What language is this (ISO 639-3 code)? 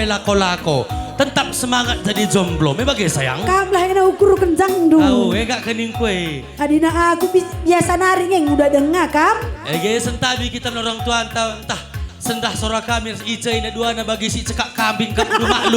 btx